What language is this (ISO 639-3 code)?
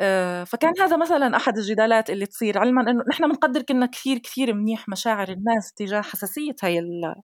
apc